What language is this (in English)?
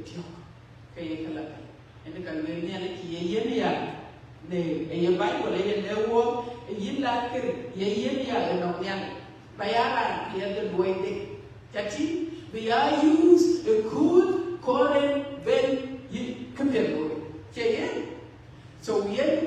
Dinka